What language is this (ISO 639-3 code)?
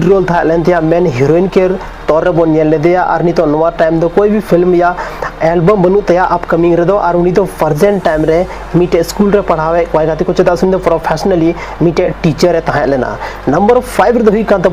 sat